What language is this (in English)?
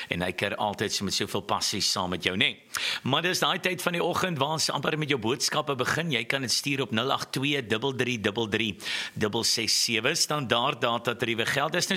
Afrikaans